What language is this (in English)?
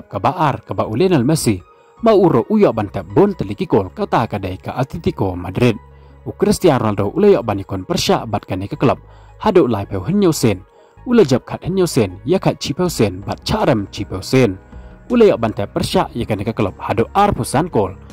Khasi